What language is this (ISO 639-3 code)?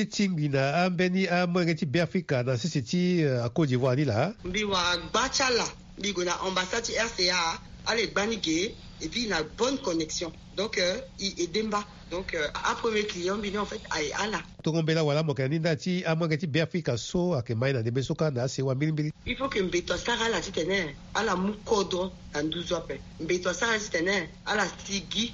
sag